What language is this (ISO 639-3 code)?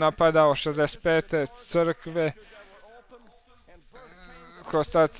hrv